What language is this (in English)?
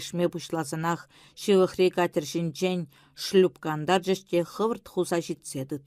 Chuvash